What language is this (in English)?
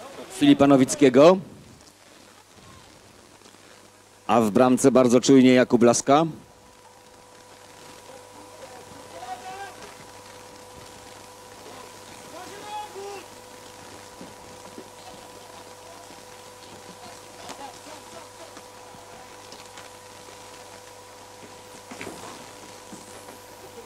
Polish